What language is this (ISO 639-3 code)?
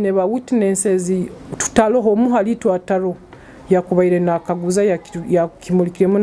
nyo